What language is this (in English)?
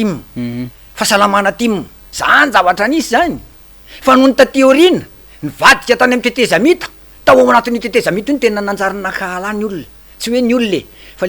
Malagasy